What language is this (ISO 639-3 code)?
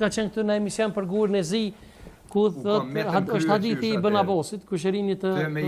sqi